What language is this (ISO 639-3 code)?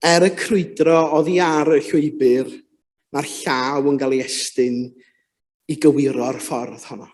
cym